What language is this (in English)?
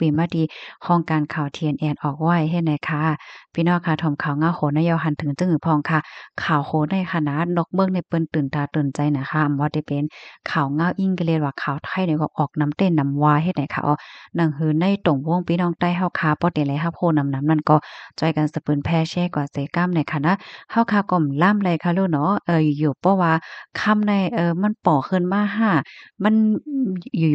Shan